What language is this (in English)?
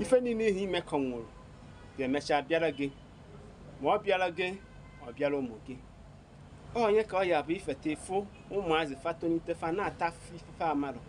Igbo